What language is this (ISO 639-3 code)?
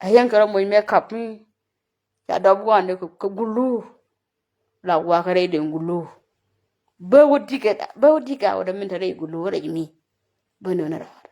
nus